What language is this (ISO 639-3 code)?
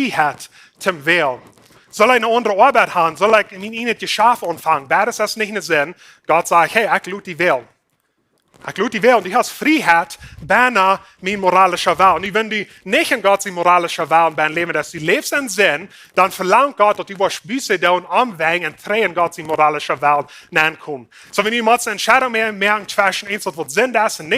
pdt